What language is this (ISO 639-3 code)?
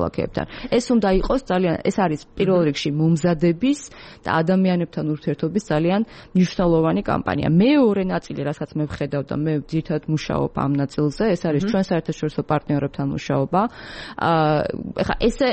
kat